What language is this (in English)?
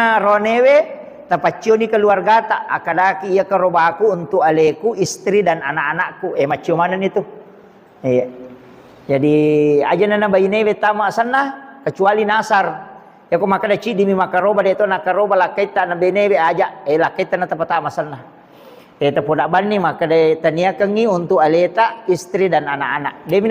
Buginese